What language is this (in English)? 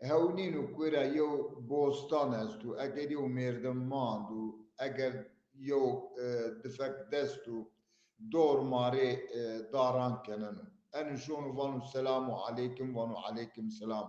Zaza